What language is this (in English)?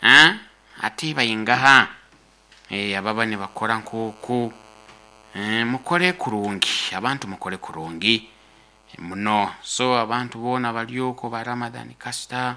Nyoro